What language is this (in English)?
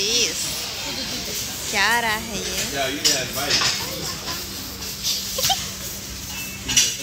Bangla